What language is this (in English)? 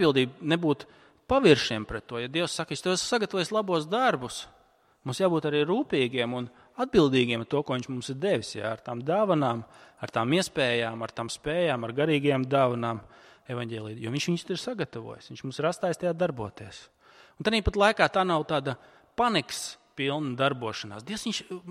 Latvian